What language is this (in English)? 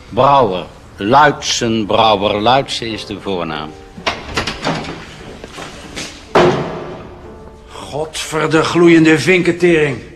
Dutch